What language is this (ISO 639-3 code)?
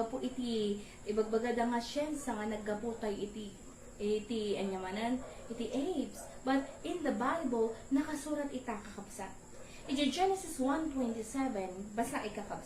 ilo